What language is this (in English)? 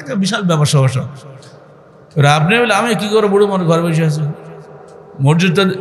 Bangla